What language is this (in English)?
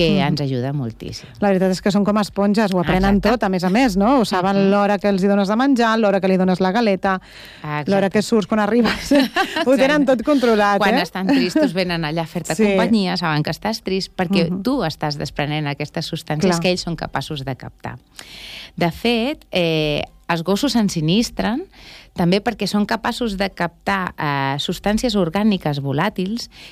Catalan